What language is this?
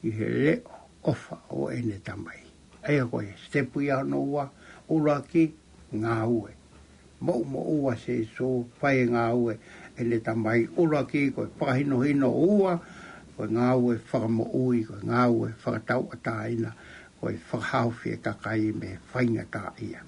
Tongan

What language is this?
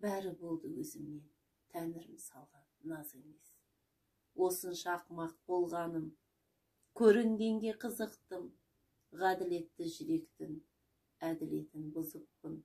Kazakh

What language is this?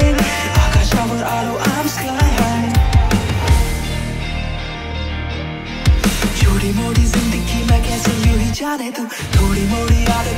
Hindi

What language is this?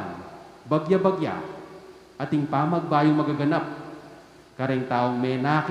Pampanga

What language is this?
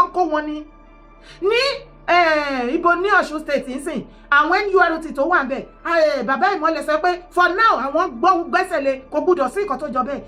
Yoruba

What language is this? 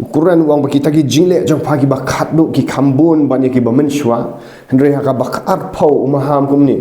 Khasi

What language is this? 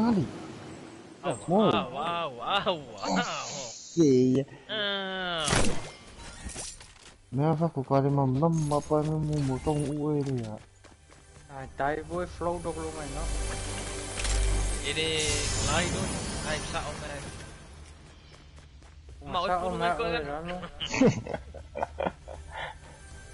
Malay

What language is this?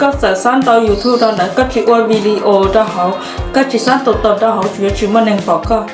Hmong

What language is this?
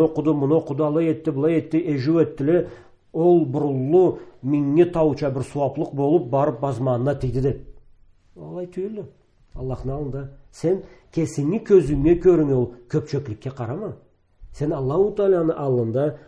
Karachay-Balkar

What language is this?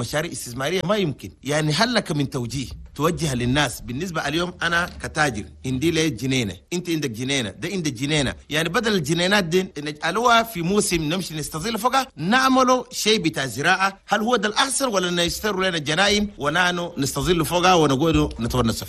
Chadian Arabic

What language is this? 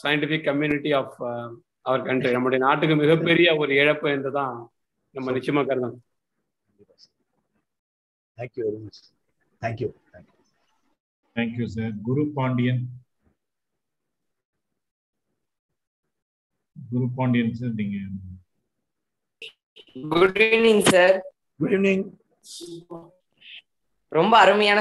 Tamil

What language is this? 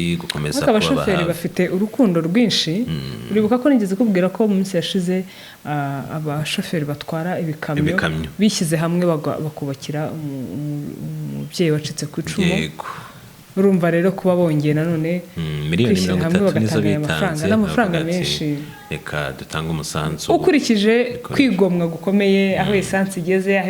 Kinyarwanda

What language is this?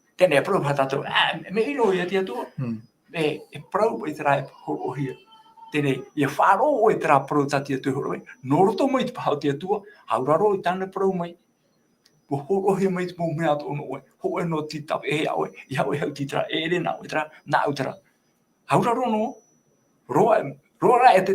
Tahitian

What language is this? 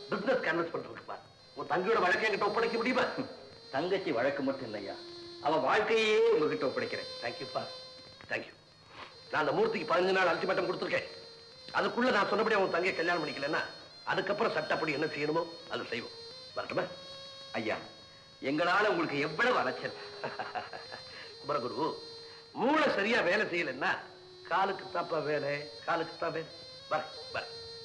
Tamil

